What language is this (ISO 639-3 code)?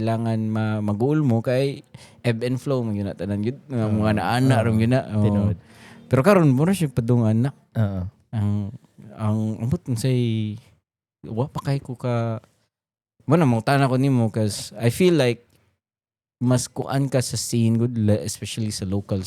ceb